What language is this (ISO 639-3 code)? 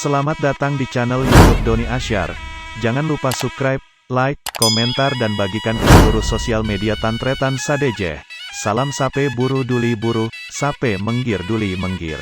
mad